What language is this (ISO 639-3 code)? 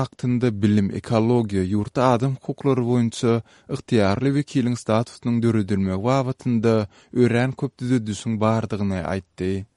tuk